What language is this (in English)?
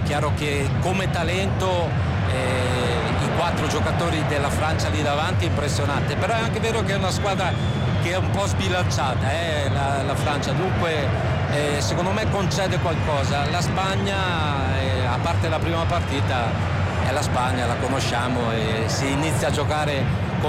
Italian